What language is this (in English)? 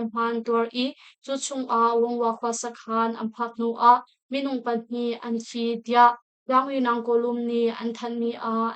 Hakha Chin